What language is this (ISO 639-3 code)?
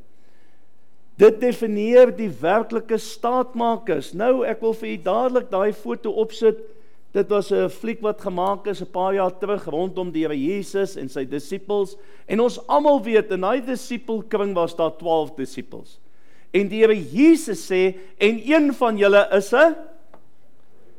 afr